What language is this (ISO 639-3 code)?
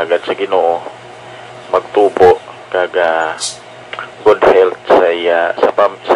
hil